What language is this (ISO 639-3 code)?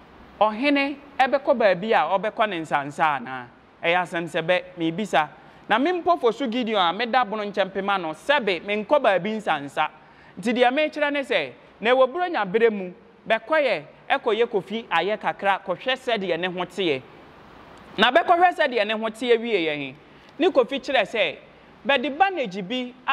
aka